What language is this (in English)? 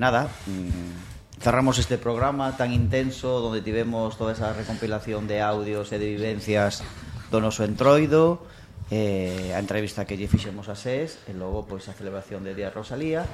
Galician